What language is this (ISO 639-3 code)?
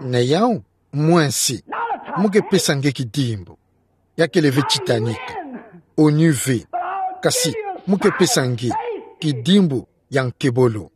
ktu